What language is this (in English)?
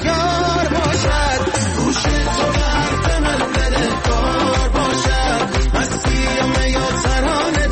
Persian